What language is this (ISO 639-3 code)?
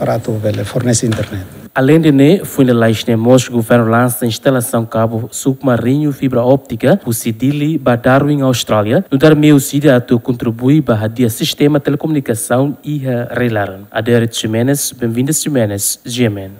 tet